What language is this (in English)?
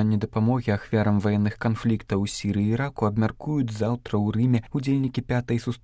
Belarusian